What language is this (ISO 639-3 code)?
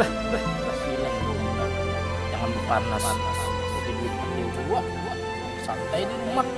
bjn